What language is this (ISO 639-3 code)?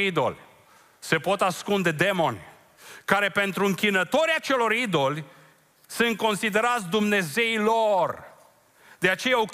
ron